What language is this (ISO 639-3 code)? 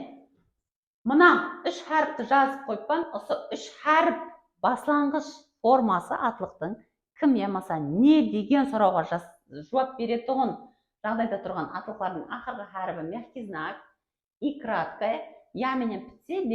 kaa